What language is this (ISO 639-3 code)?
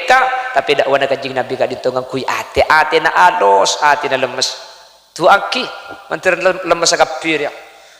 mad